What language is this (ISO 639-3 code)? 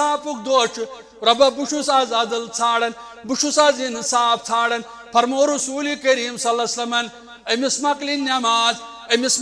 kas